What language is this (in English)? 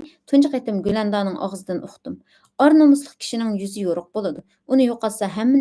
Uyghur